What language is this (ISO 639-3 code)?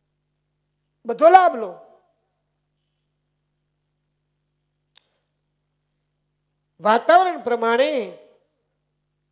guj